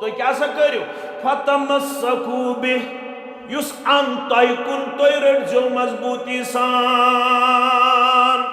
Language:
Kashmiri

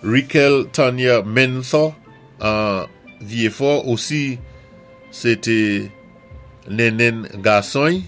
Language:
Saint Lucian Creole French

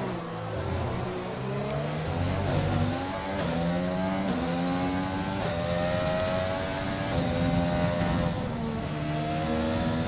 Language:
Polish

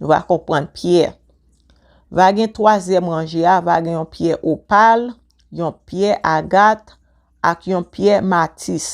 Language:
Haitian Creole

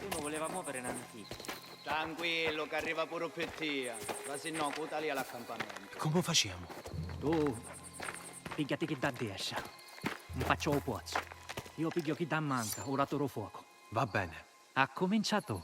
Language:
Sicilian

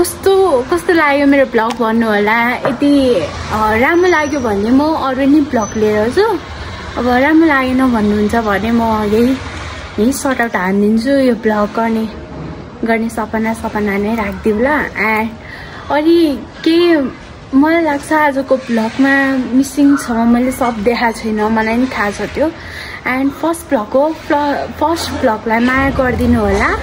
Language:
Nepali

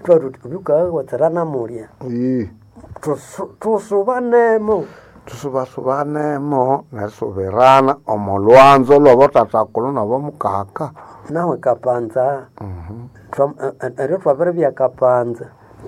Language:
Nande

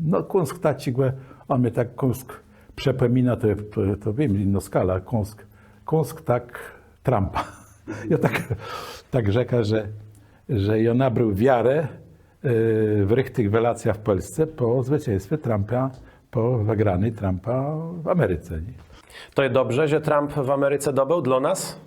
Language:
Kashubian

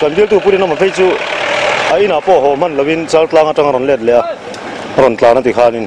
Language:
Mizo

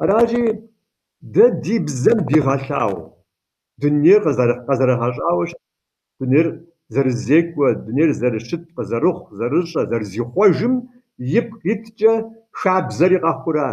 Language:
Kabardian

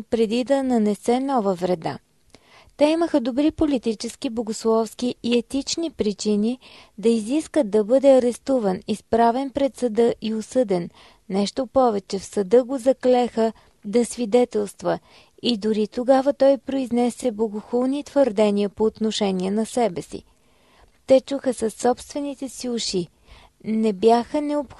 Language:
Bulgarian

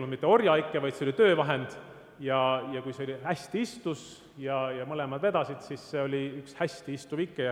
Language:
Estonian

